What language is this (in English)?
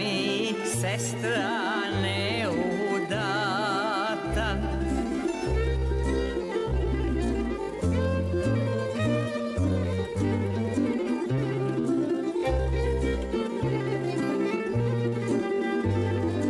Serbian